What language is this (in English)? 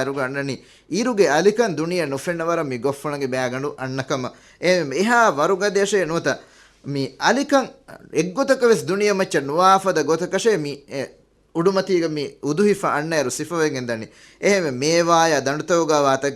Divehi